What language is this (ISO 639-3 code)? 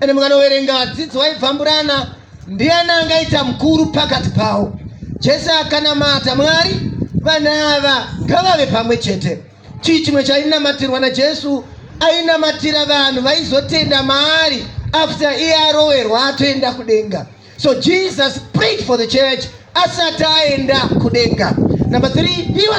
sna